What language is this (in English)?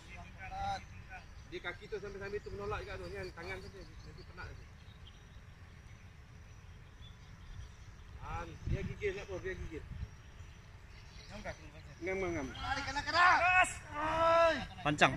Malay